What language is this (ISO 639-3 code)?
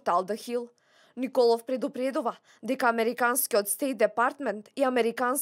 mkd